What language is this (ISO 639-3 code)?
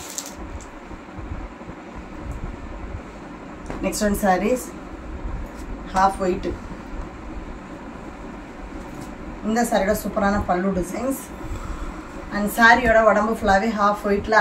tam